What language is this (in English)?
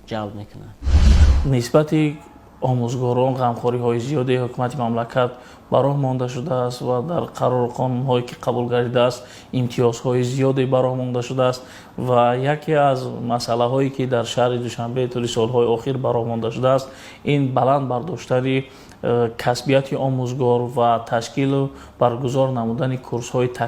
Tajik